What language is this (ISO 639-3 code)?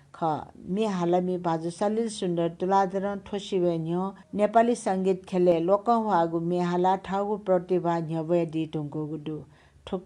new